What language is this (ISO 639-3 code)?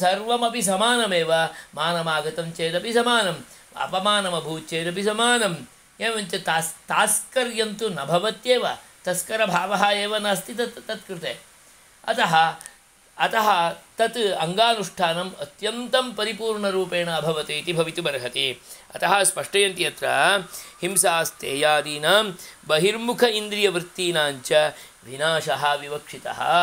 san